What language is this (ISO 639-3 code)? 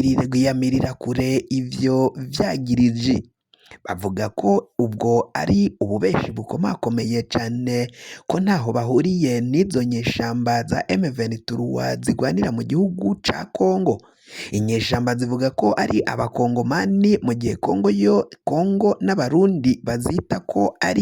run